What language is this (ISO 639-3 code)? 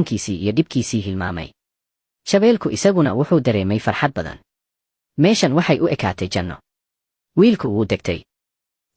som